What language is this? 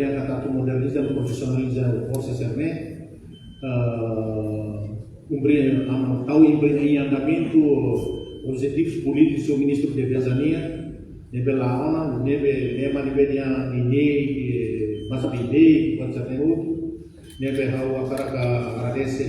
Tetum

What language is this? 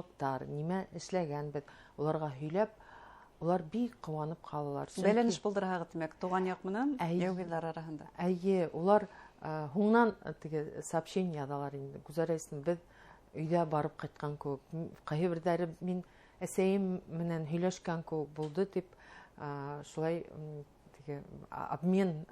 Bashkir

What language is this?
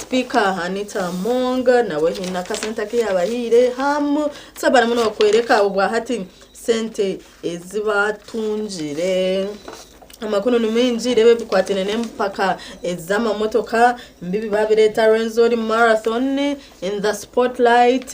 Nyankole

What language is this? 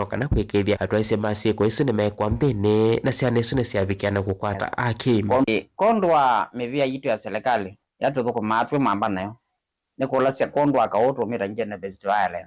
Kamba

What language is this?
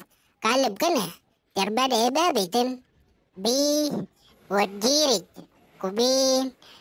Dinka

